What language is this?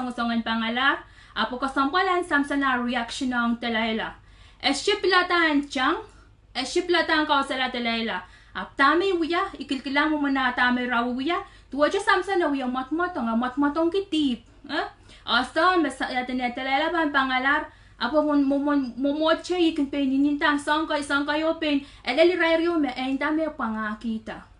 Pohnpeian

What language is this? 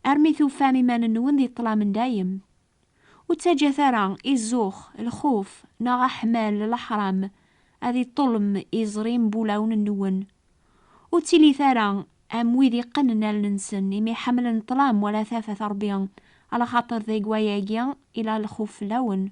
Kabyle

